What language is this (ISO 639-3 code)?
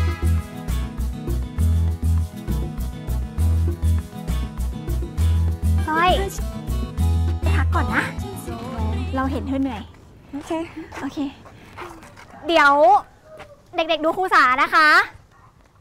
tha